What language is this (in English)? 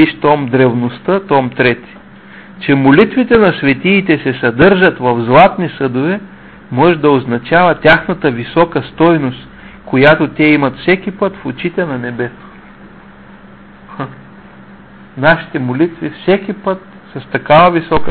Bulgarian